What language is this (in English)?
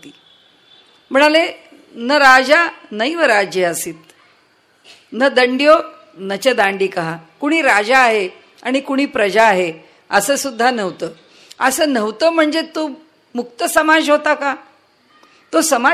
Marathi